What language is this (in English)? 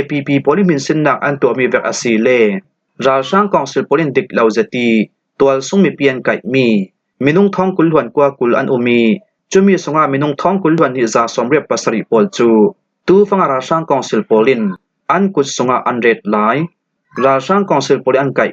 Falam Chin